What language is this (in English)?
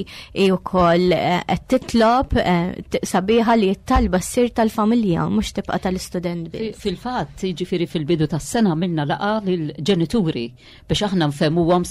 Maltese